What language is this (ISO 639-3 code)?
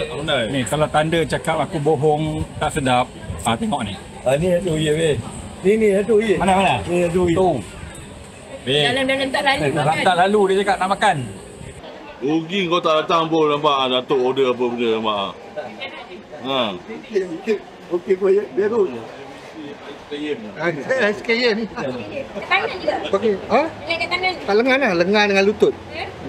msa